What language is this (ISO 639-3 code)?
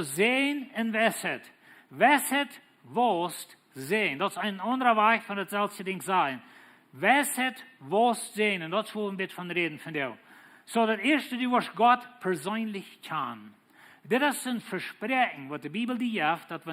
pdt